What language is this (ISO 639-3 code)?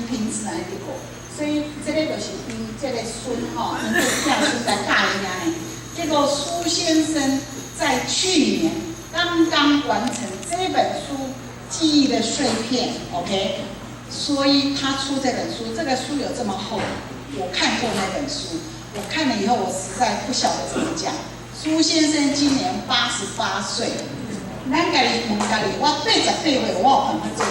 nan